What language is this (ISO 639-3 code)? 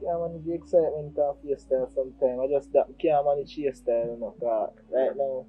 jam